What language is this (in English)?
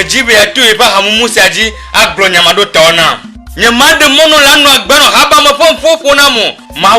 Ewe